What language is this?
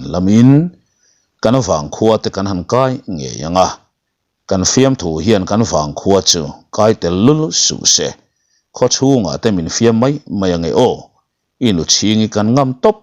Mizo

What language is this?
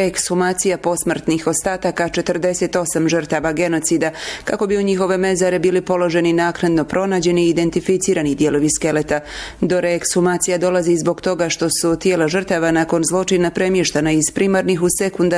Bosnian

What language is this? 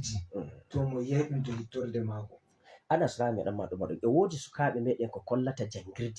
Fula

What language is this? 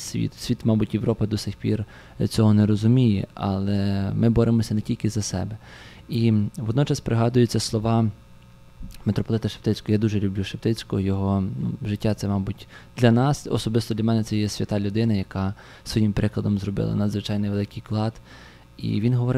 Ukrainian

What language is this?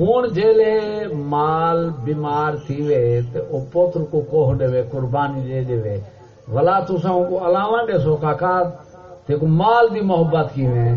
Saraiki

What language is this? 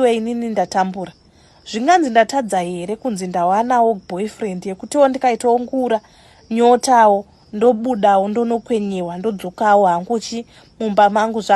Shona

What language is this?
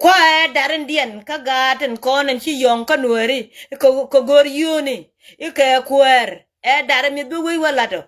Nuer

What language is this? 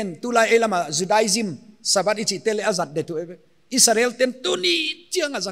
Paite Chin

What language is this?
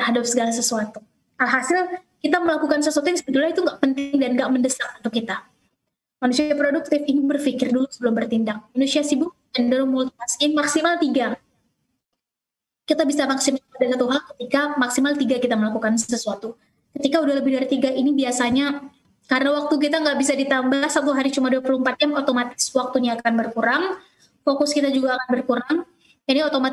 Indonesian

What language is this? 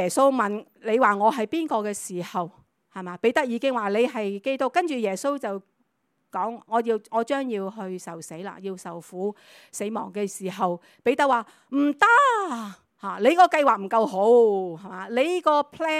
Cantonese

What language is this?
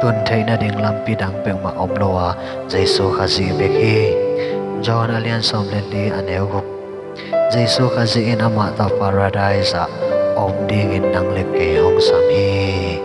Tedim Chin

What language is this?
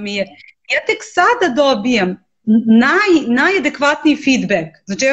Serbian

